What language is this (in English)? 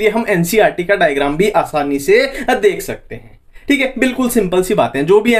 Hindi